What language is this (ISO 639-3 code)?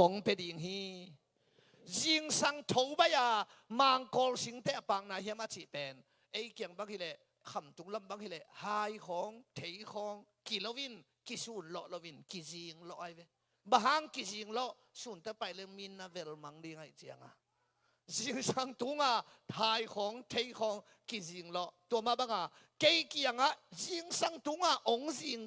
ctd